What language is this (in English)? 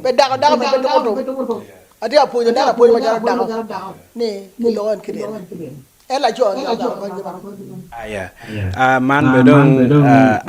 Acoli